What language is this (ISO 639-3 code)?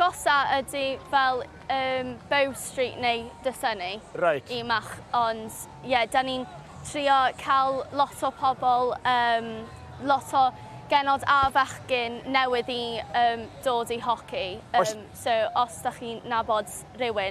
cym